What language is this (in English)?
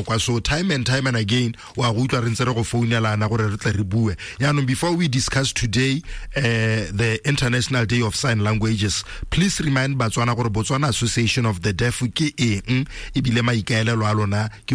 Tswana